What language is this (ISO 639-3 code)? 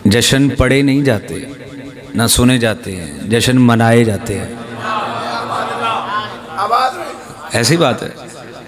urd